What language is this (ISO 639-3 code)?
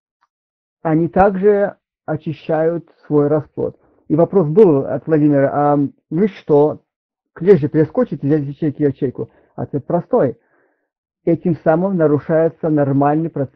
rus